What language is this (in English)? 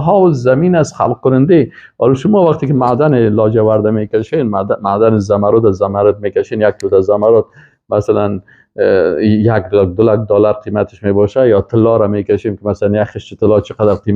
Persian